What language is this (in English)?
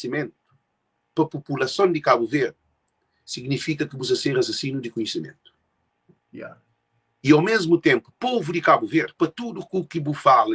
Kabuverdianu